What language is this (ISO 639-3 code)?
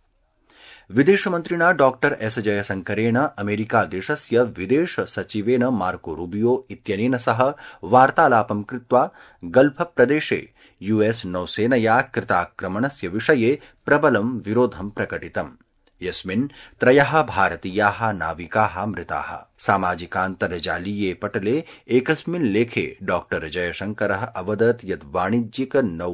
san